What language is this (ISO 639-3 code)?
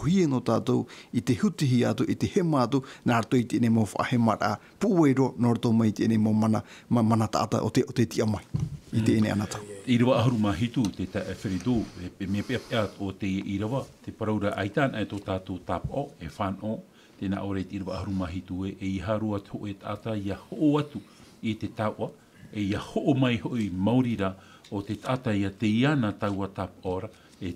tah